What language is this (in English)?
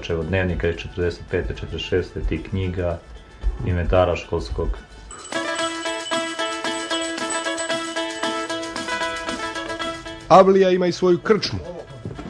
Serbian